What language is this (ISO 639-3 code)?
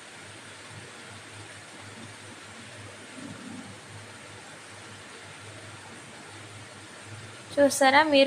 tel